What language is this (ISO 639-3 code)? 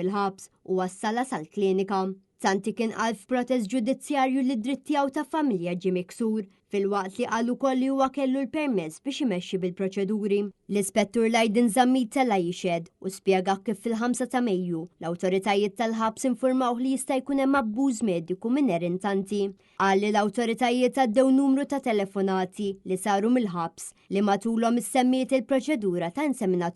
mlt